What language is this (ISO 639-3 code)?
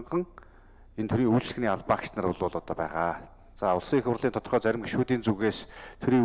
mon